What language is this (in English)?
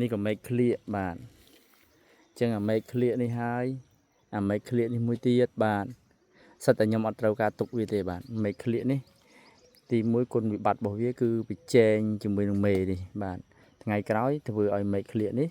Khmer